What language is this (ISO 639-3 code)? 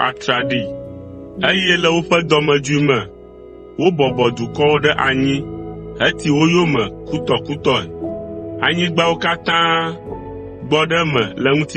ewe